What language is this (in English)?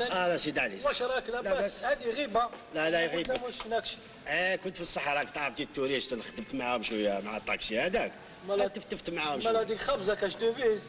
Algerian Arabic